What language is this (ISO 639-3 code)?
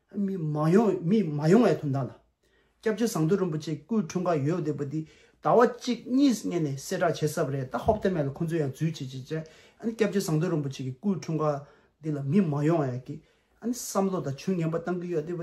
bod